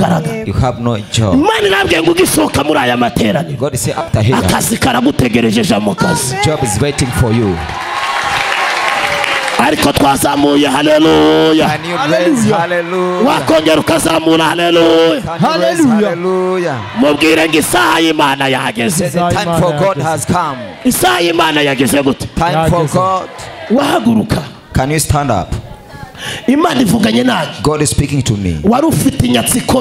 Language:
Kinyarwanda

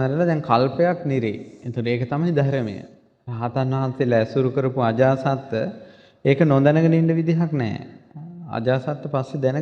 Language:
Sinhala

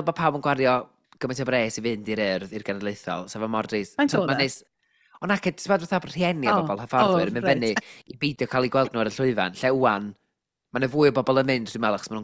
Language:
Welsh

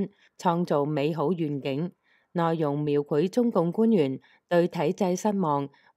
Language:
Cantonese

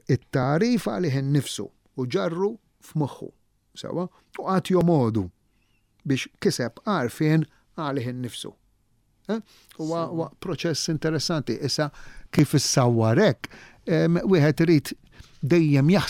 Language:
Maltese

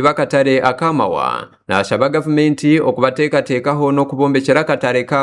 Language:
Nyankole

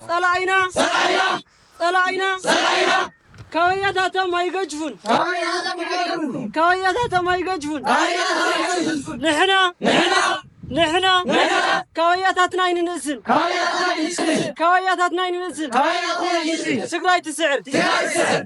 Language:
Tigrinya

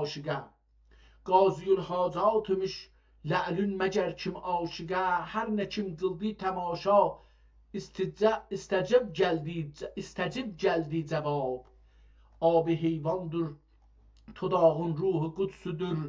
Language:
South Azerbaijani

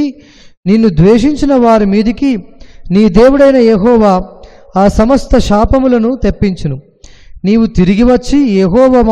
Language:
Telugu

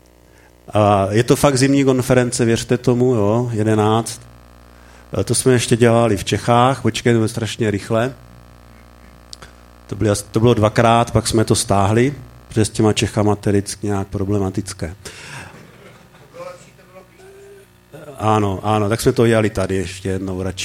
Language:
Czech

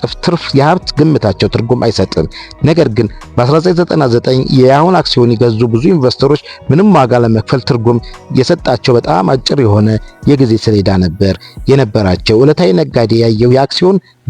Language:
Amharic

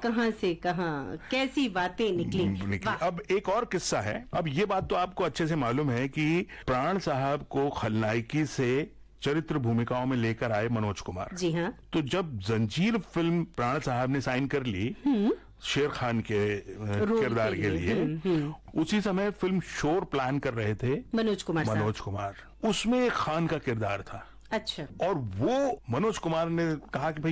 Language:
Hindi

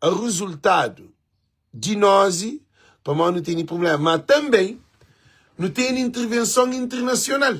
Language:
Kabuverdianu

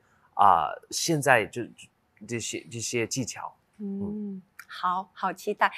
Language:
Chinese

